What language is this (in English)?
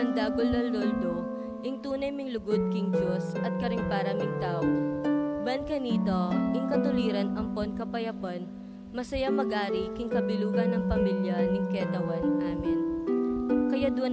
Pampanga